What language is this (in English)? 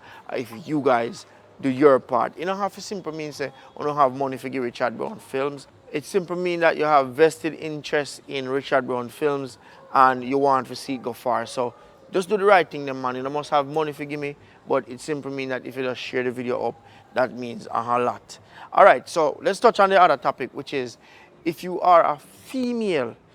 Jamaican Creole English